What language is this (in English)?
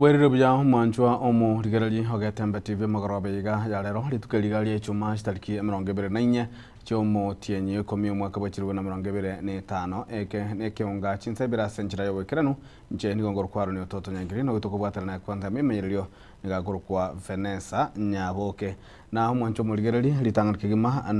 Gusii